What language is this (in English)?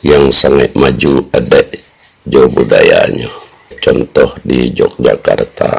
Minangkabau